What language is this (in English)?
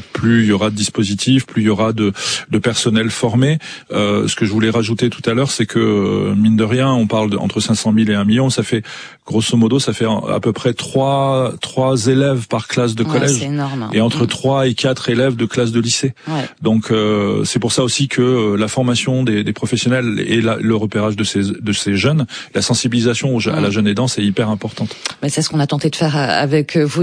French